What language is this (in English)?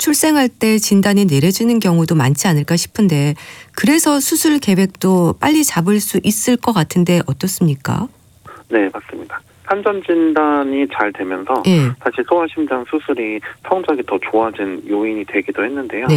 Korean